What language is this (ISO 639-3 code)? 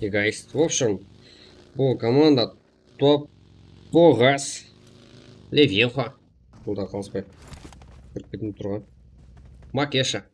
kaa